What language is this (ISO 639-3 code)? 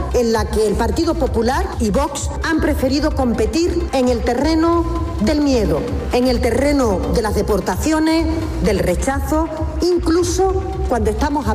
spa